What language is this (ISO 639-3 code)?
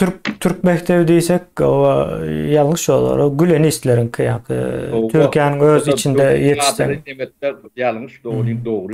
tuk